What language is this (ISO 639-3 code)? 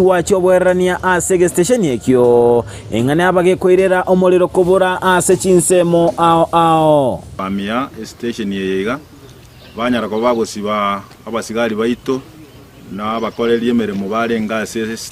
guz